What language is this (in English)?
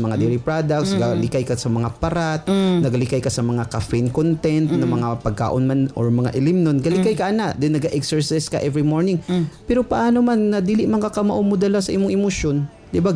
Cebuano